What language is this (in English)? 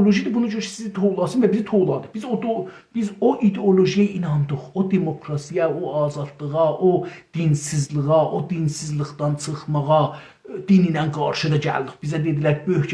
South Azerbaijani